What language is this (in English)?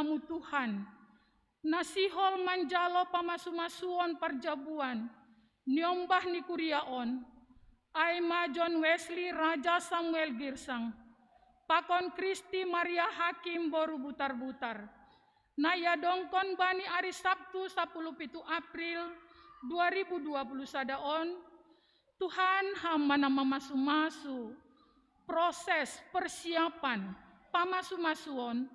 Batak Simalungun